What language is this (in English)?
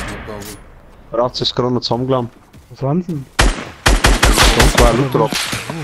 Bavarian